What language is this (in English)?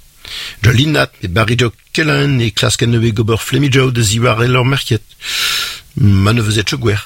Breton